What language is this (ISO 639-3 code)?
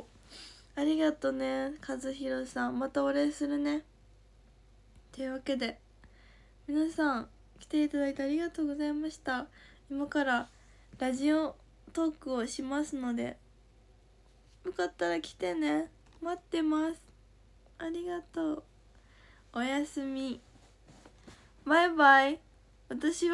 jpn